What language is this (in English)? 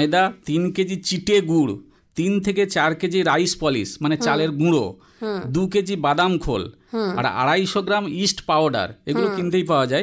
Bangla